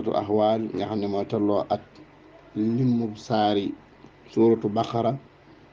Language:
Wolof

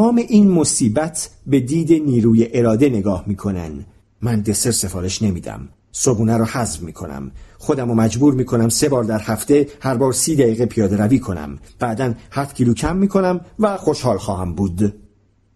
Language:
Persian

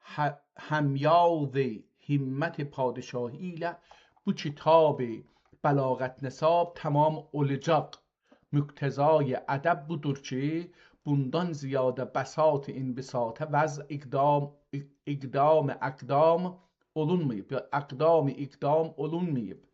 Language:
South Azerbaijani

